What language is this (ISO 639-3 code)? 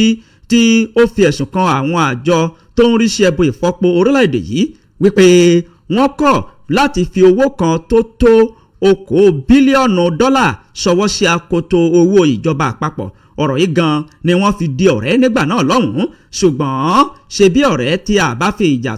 yor